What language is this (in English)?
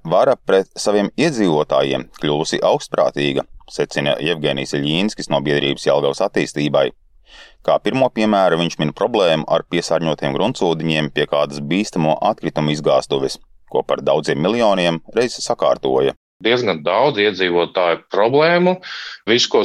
Latvian